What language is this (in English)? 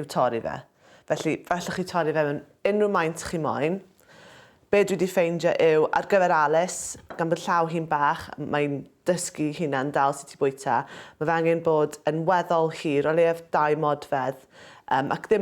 Welsh